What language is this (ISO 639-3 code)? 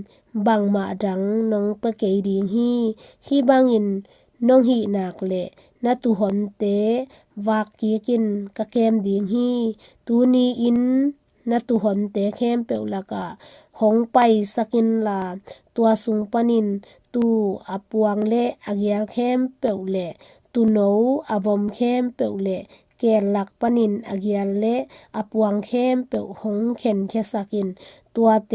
ctd